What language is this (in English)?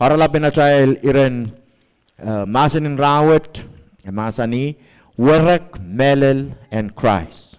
Pohnpeian